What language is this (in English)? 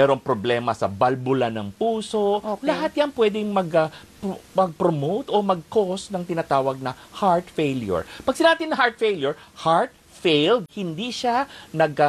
Filipino